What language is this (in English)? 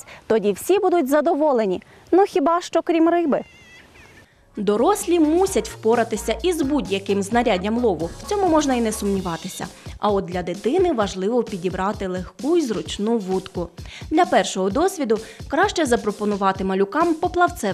Ukrainian